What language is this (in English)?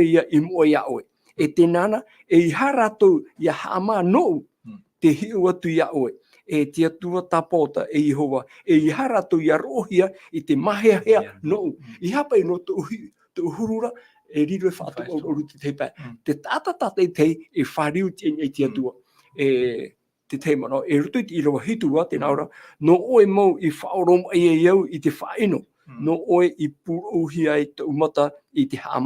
Tahitian